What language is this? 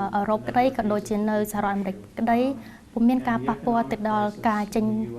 Khmer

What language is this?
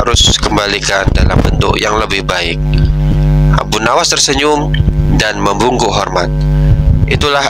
Indonesian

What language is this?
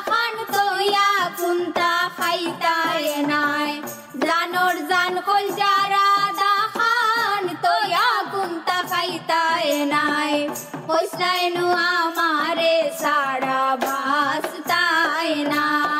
Sylheti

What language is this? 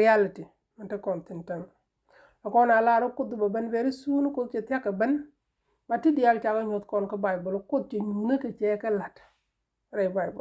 Nuer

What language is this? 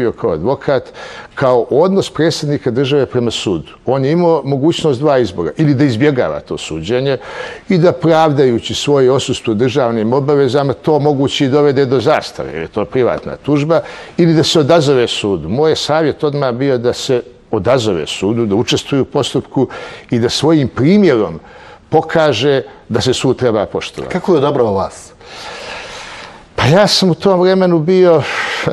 Bosnian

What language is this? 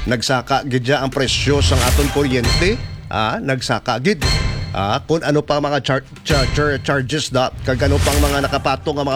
Hiligaynon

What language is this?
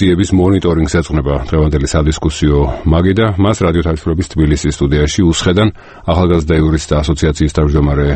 Georgian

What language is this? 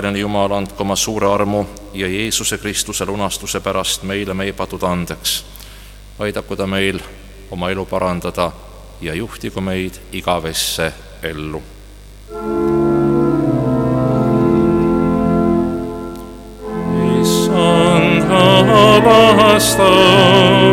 Estonian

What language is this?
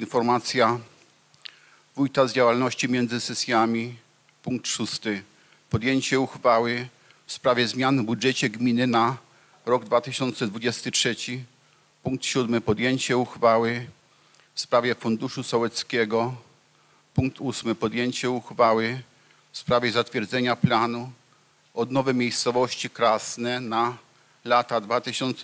Polish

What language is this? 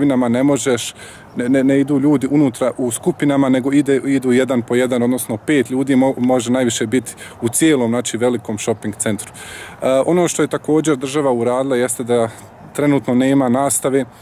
Bosnian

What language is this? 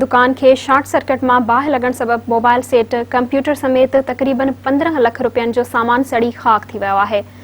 Sindhi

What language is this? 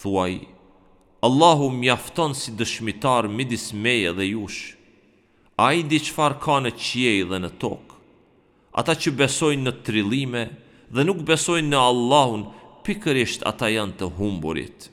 Albanian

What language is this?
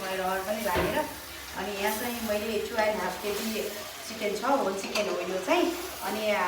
Nepali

